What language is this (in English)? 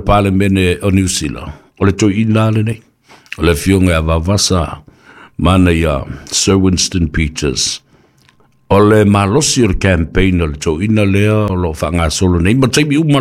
Samoan